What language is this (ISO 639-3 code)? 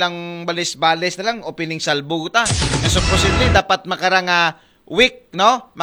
akl